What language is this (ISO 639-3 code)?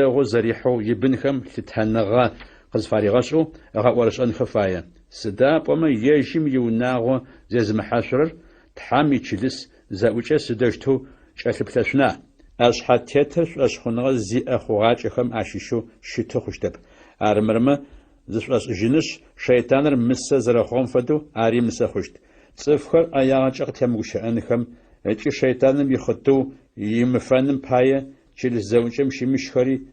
ady